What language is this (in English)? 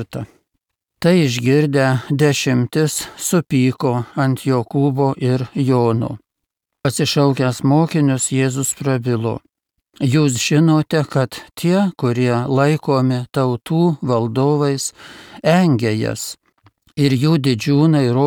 Lithuanian